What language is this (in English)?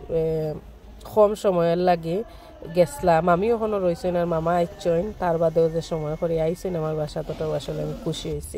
Sylheti